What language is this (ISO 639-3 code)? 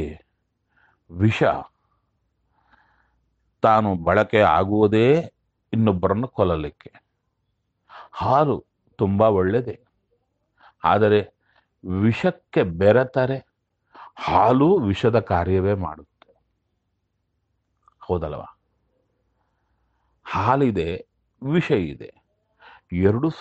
kan